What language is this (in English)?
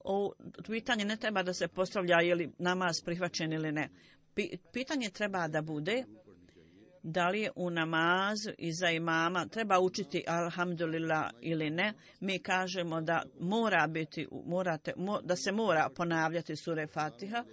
Bosnian